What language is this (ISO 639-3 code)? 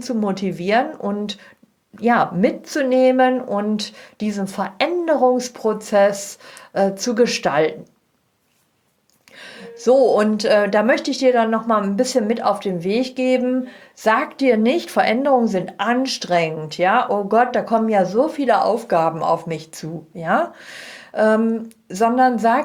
deu